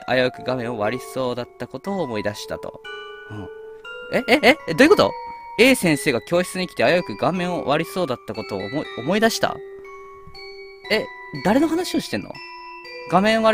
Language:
Japanese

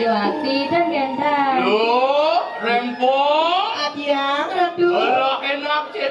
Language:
Balinese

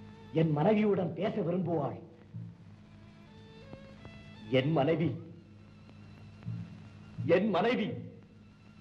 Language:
Tamil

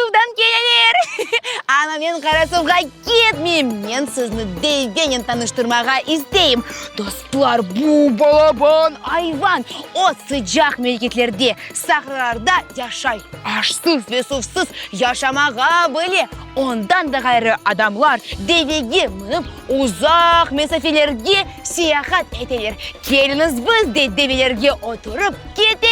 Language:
Crimean Tatar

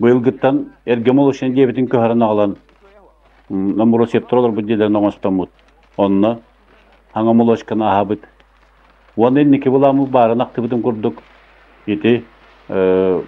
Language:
Yakut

